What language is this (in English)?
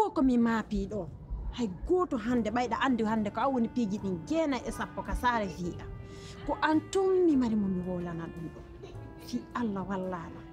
Pular